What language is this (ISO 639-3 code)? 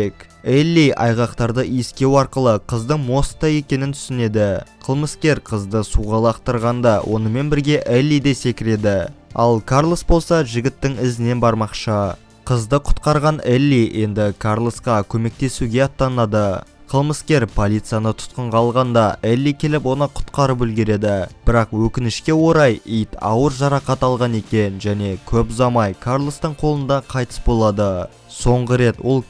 kaz